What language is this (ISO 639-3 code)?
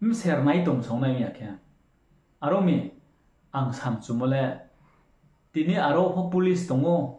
ria